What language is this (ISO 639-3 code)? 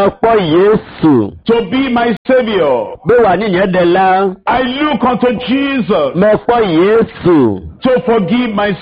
ewe